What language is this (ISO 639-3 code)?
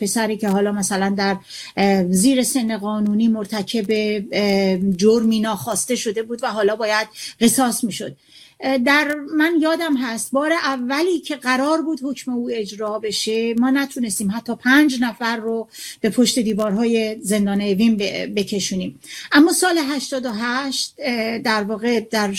fas